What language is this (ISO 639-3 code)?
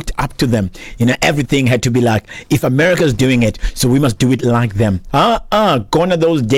xho